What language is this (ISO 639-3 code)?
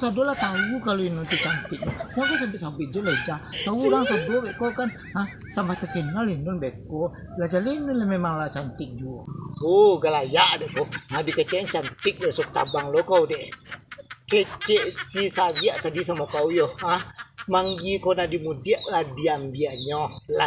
min